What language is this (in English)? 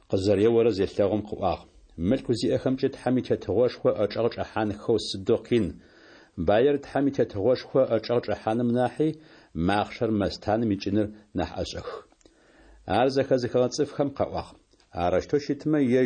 Adyghe